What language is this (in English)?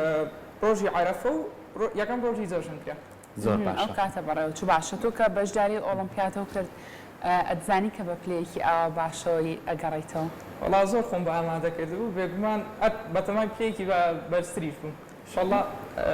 Central Kurdish